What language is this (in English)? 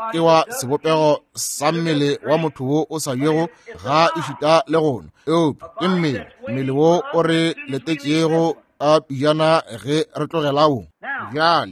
Northern Sotho